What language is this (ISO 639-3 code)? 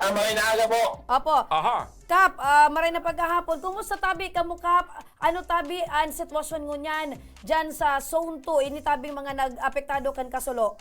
bik